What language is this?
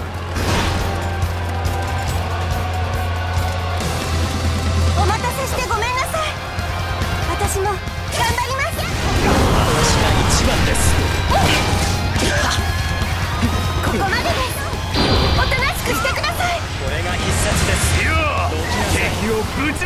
Japanese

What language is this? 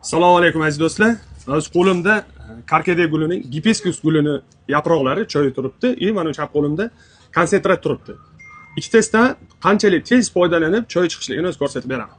Uzbek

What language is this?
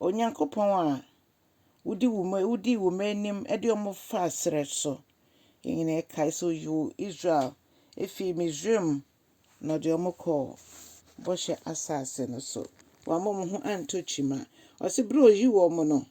Akan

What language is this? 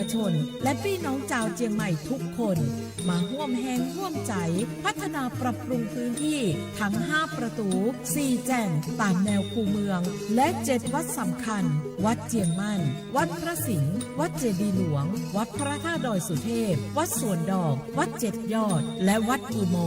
Lahu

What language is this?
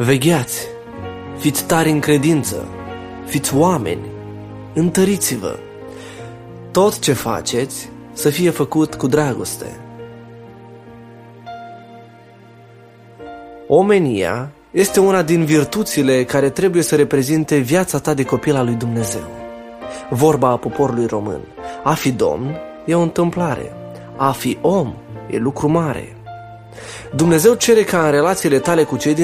Romanian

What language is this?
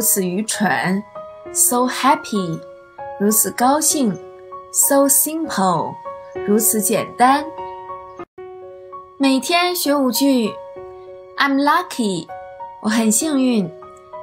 Chinese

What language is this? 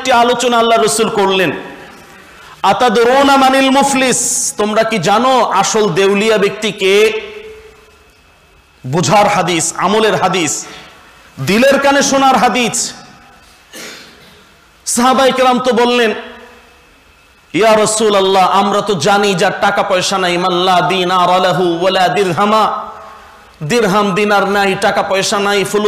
Bangla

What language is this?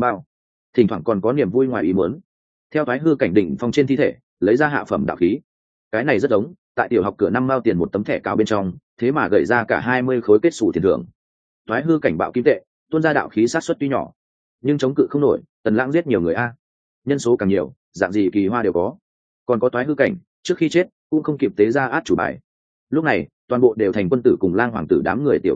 Vietnamese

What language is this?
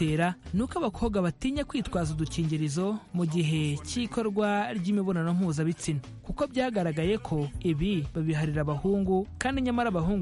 Kinyarwanda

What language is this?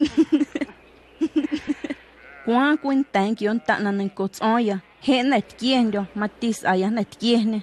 Guerrero Amuzgo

